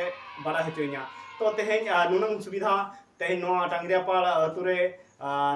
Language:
Santali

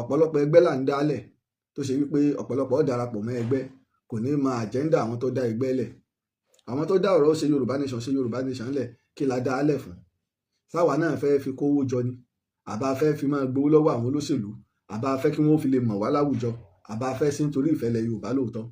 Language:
Yoruba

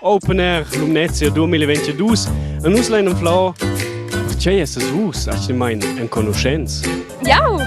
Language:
Romansh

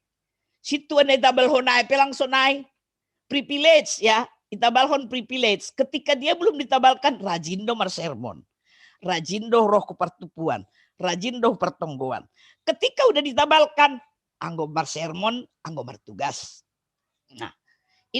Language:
Batak Simalungun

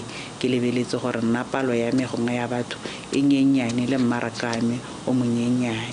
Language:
Tswana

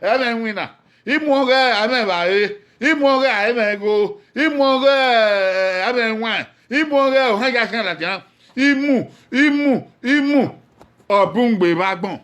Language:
Bini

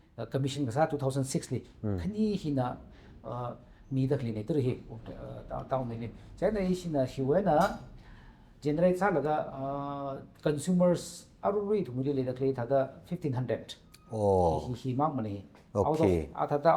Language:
Tangkhul Naga (India)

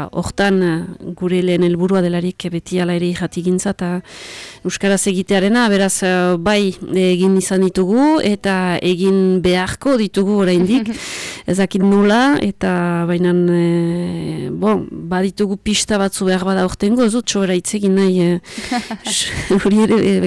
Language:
Basque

